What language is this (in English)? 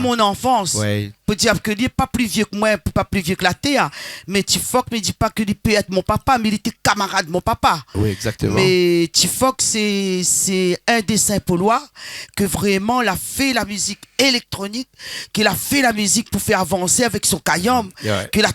Réunion Creole French